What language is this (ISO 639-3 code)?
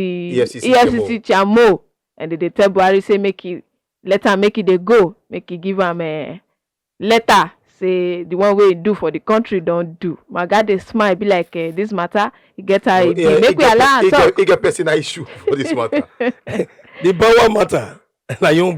pcm